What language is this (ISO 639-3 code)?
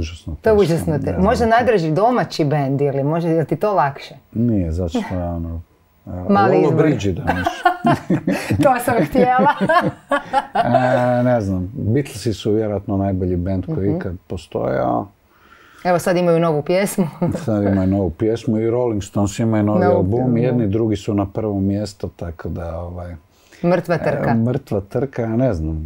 hrv